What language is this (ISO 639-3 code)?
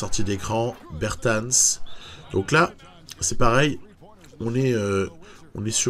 fra